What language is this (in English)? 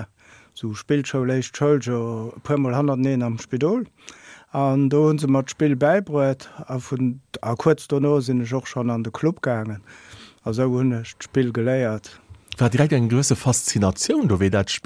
Luxembourgish